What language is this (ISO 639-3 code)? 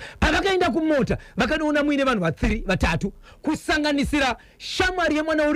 sna